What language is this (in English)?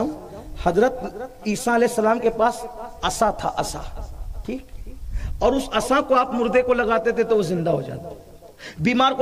Urdu